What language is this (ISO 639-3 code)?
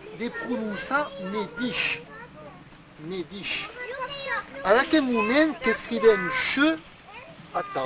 oci